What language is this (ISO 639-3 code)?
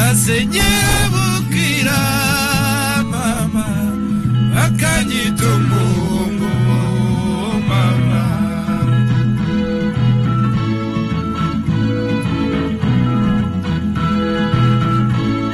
kin